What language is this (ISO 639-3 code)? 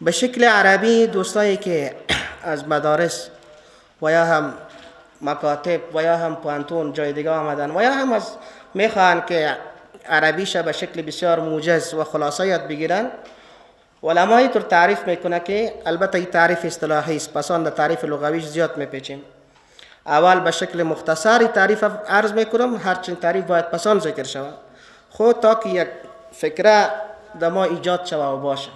fas